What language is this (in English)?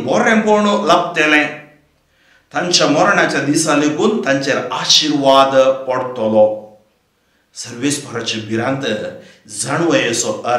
Konkani